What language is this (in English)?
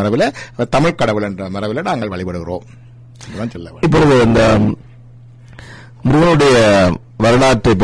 Tamil